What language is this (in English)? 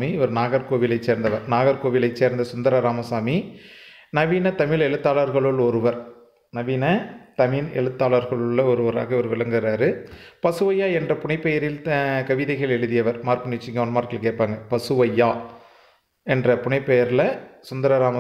Tamil